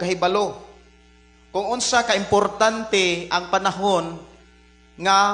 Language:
Cebuano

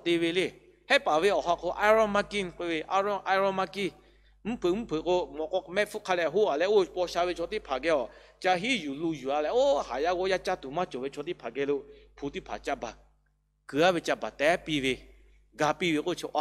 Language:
Lahu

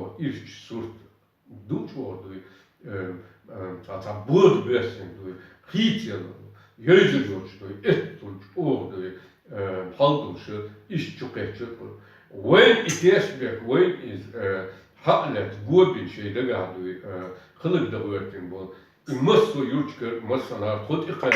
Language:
Chechen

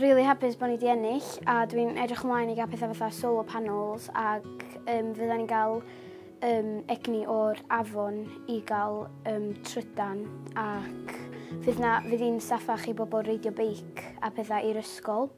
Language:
Welsh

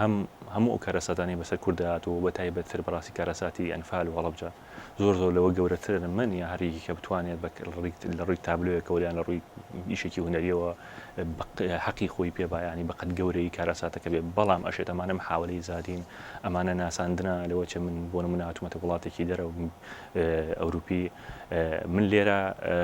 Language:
Central Kurdish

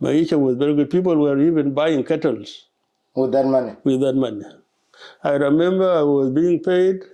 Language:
Dinka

